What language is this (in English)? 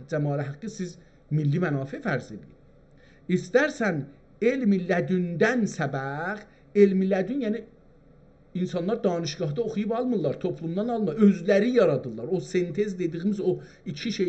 South Azerbaijani